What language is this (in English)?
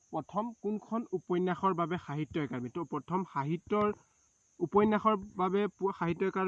Assamese